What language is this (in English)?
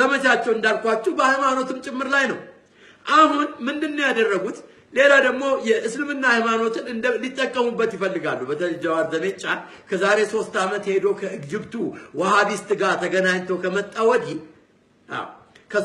Amharic